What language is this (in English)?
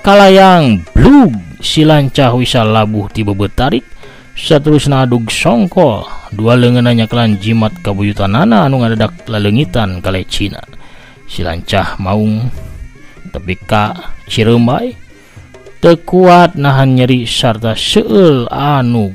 Sundanese